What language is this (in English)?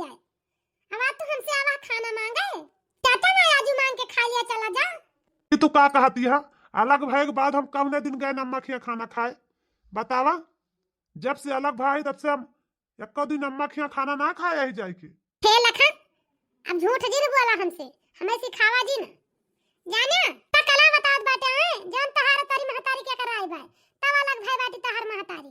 Awadhi